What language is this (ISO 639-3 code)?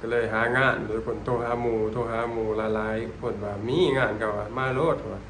lao